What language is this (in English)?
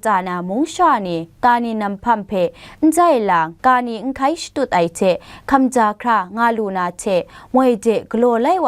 Kachin